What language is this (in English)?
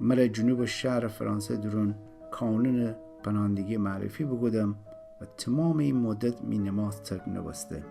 Gilaki